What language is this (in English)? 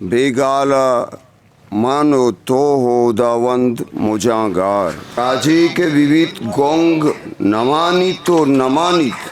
Eastern Balochi